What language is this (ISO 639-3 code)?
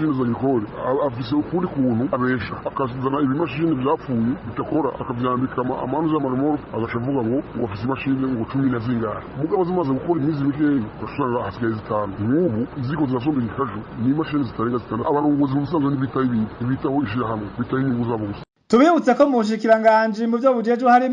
run